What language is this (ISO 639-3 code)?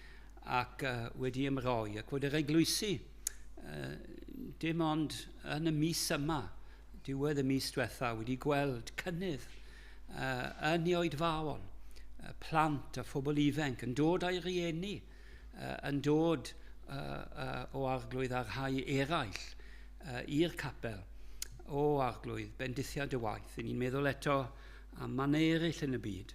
cym